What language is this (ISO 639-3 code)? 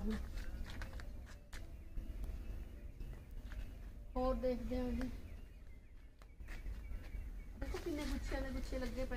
pan